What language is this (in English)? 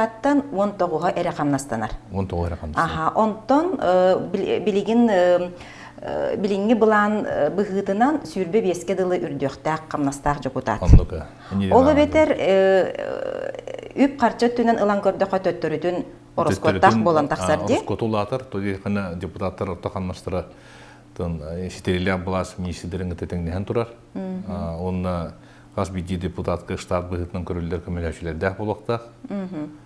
Yakut